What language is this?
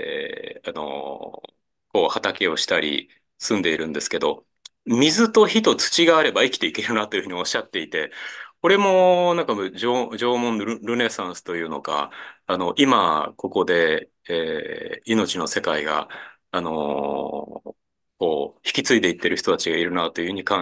Japanese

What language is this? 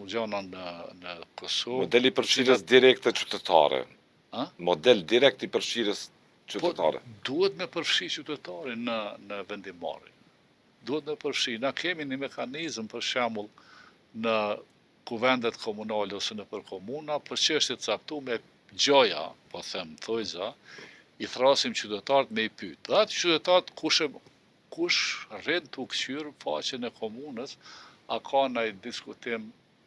Albanian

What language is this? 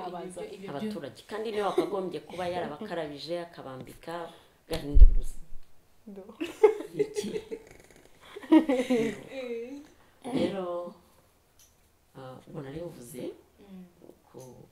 Kinyarwanda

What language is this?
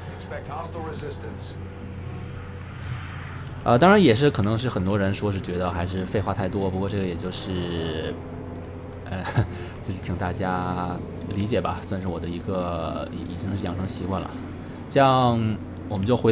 Chinese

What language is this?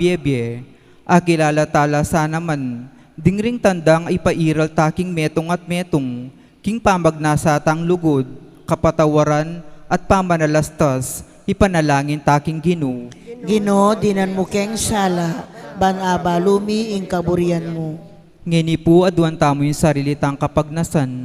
Pampanga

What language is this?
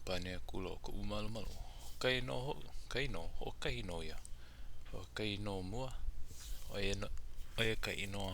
Hawaiian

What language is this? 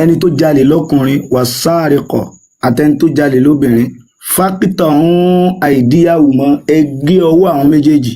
Yoruba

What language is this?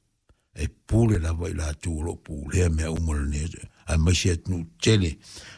Samoan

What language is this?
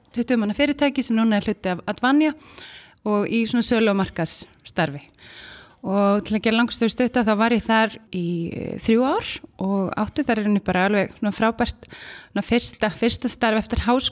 Icelandic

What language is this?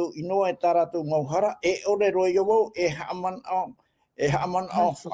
Tahitian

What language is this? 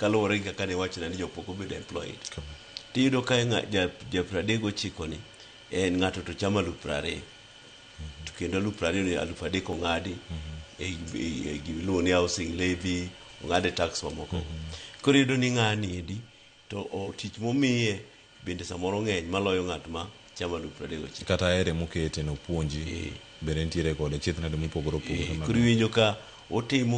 Luo (Kenya and Tanzania)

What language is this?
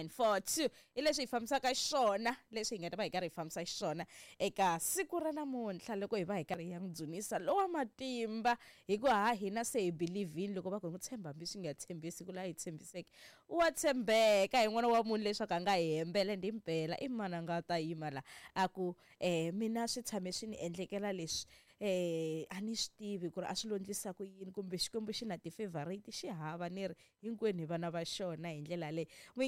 Tsonga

